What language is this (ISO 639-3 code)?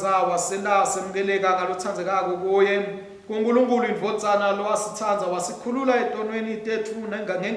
ssw